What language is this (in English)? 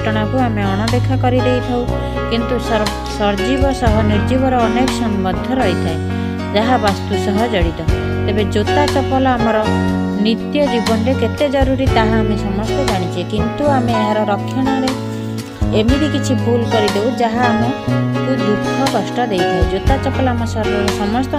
Odia